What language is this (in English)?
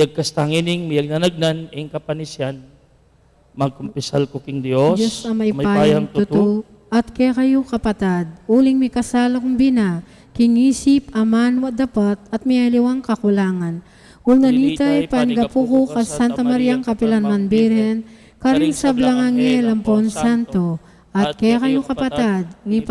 Pampanga